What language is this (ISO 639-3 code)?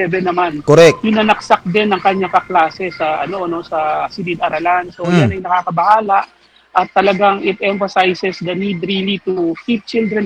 fil